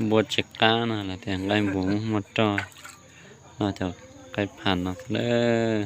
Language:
Hmong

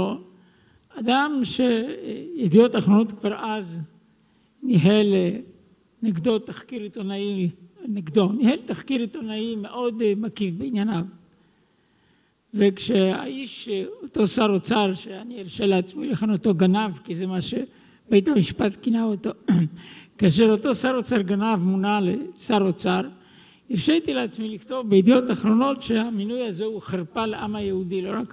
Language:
Hebrew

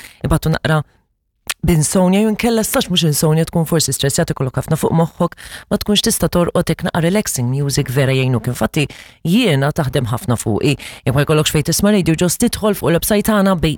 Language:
Maltese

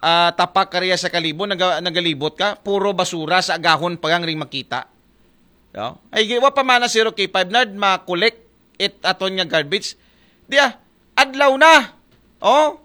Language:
Aklanon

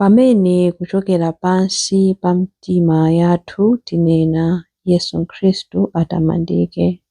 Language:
Nyanja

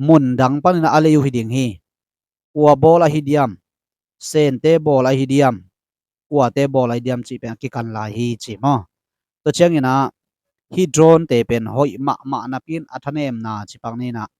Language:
Tedim Chin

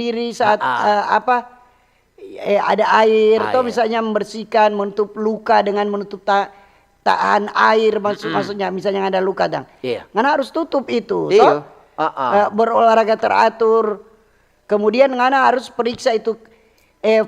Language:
Manado Malay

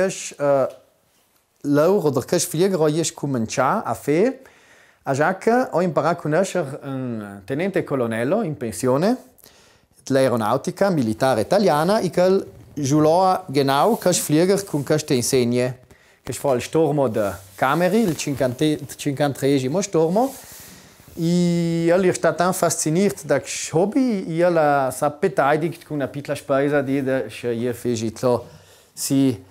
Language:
Ladin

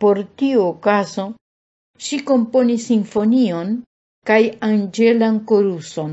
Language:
Esperanto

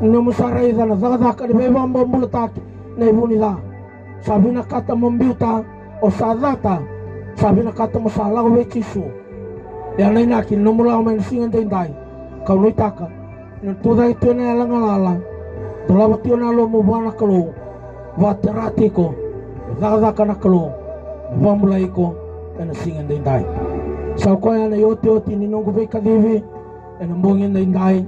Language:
Fijian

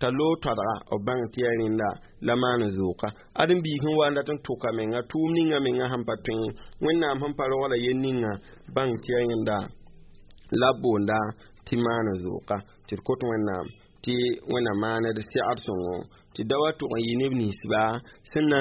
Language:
Mossi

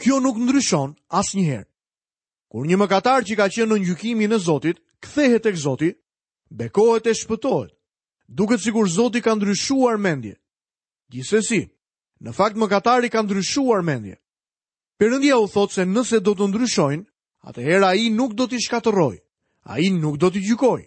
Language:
Albanian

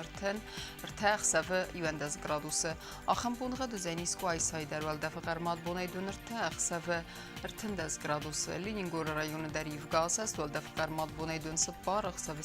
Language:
Ossetic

